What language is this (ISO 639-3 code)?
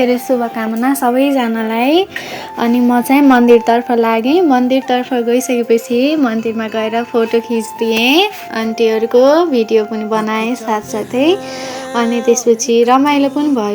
nep